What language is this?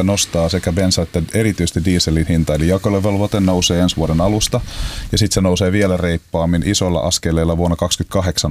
Finnish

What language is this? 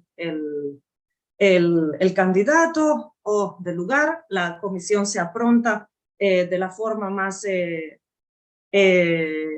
Ladino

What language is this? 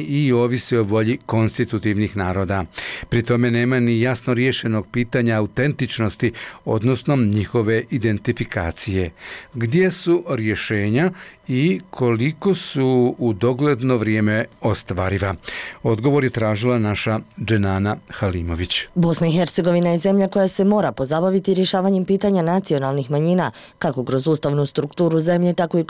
Bosnian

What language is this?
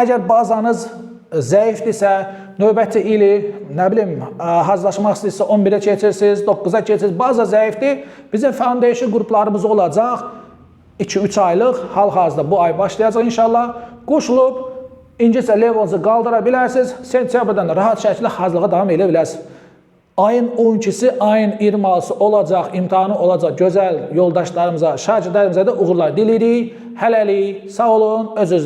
Azerbaijani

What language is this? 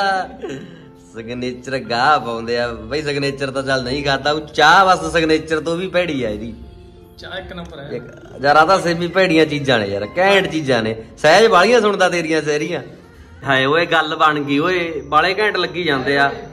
Punjabi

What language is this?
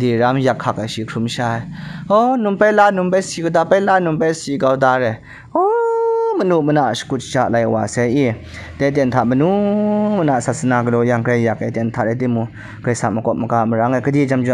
Kachin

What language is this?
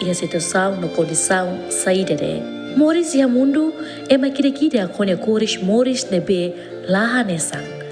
Tetum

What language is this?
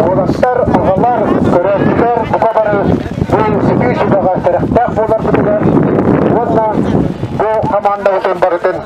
Yakut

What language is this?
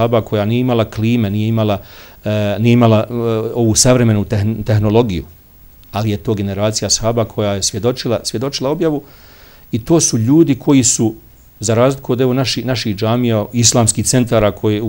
Bosnian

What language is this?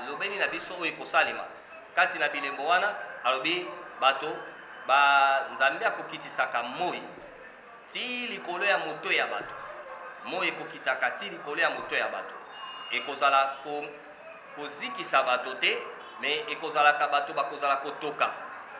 Lingala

